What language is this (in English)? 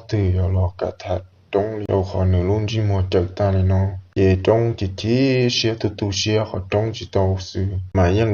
Hmong